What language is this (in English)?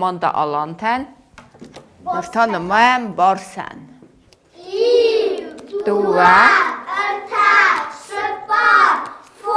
Ossetic